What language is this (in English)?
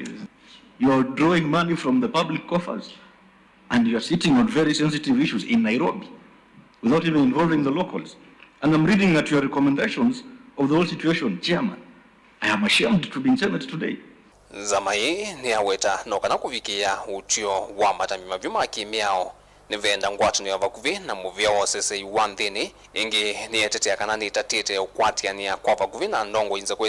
Kamba